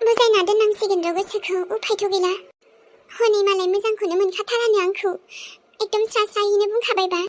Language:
Bodo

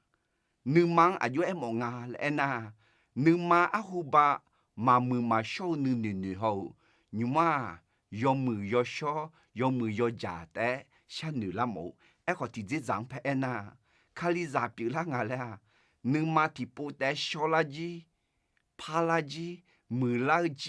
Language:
Akha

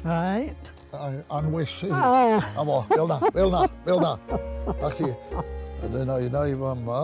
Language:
Welsh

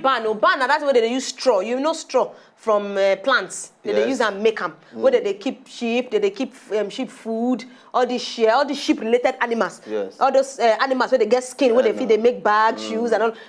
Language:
Nigerian Pidgin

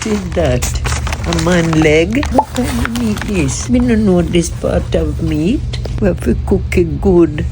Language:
Jamaican Creole English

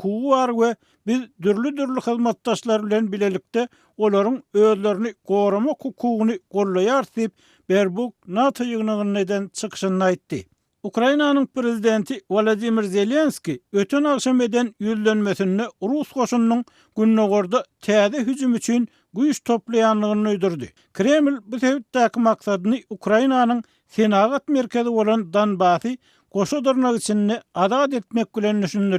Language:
Turkmen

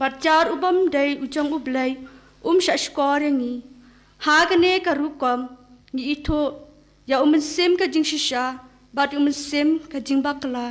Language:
Khasi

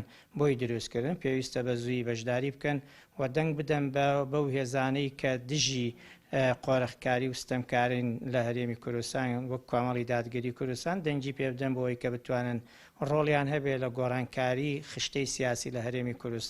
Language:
Central Kurdish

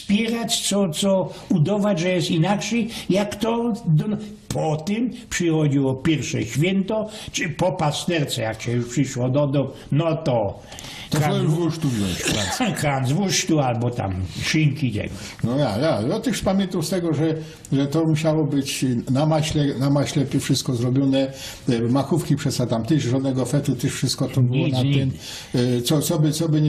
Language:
Silesian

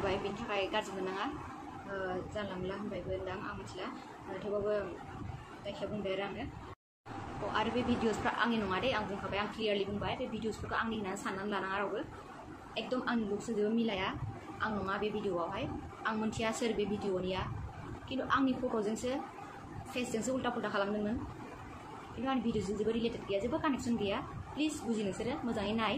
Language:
Bodo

